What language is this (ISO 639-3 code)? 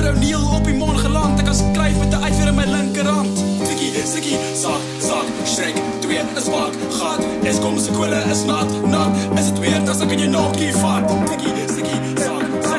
afr